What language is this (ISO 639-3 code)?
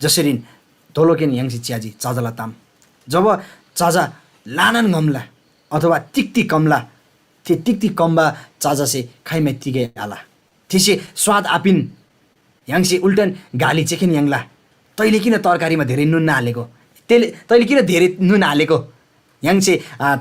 taj